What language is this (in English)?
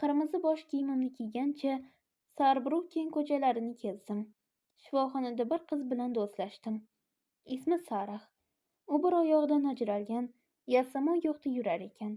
Uzbek